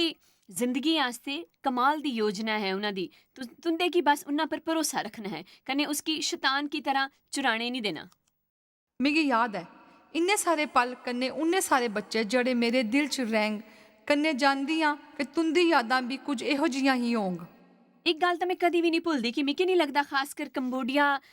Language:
Dogri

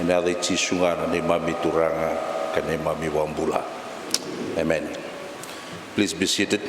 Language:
Fijian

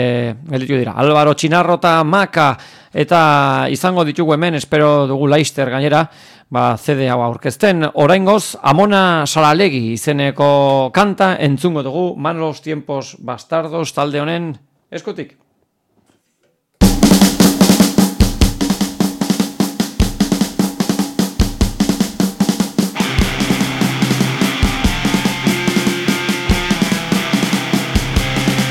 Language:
Basque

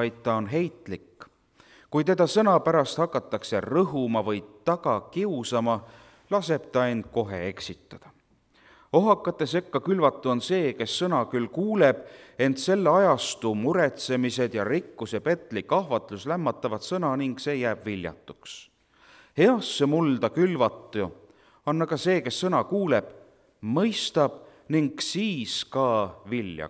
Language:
Estonian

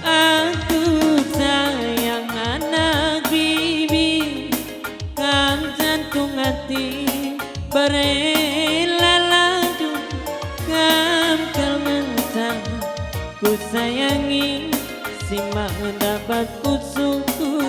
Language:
Batak Karo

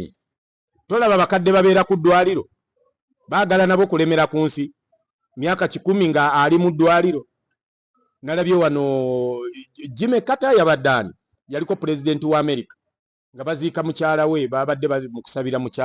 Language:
Ganda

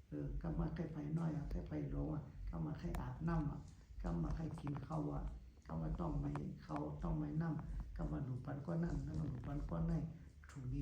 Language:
Shan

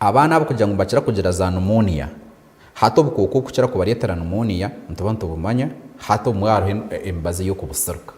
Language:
Nyankole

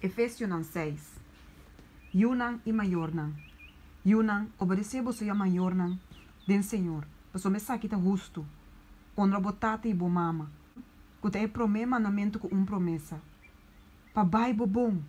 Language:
Papiamento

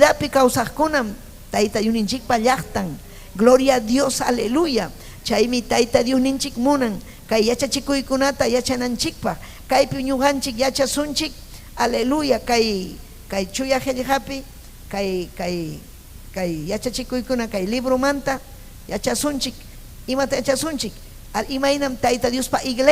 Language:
Ayacucho Quechua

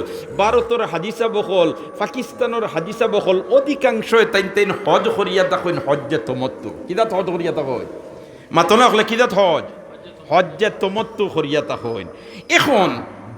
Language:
Sylheti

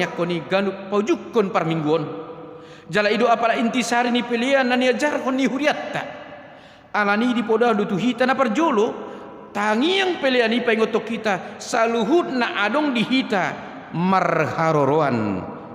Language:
Batak Toba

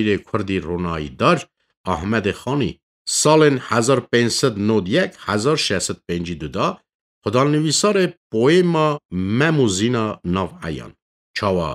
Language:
Kurdish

